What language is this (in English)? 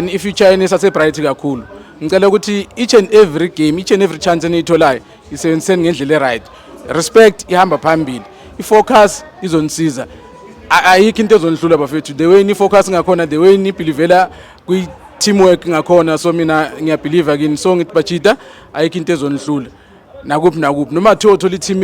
Zulu